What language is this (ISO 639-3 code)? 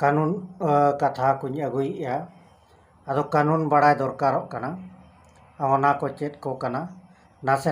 sat